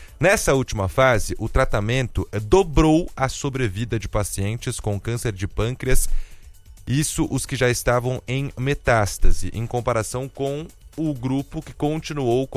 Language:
Portuguese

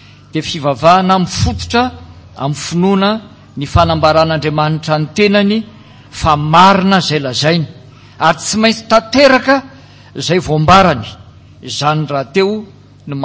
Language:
Malagasy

